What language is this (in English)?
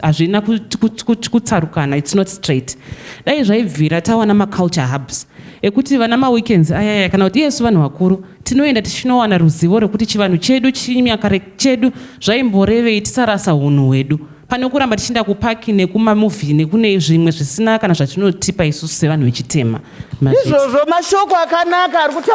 Shona